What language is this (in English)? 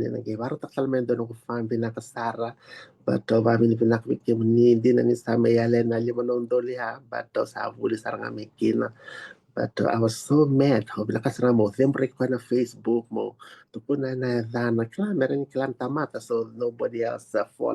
Fijian